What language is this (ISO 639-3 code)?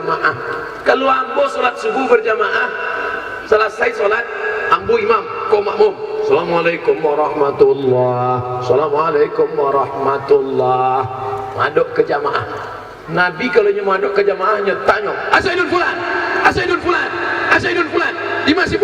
min